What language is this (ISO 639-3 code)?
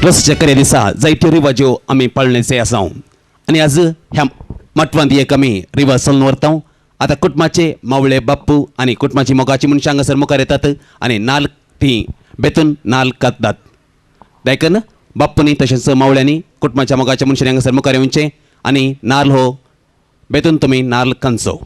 kok